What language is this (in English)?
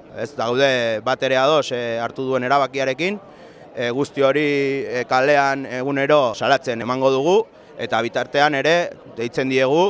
Basque